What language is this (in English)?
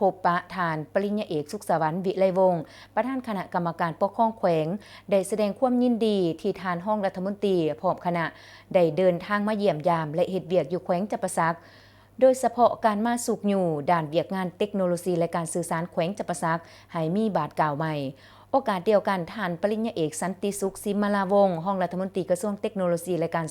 Lao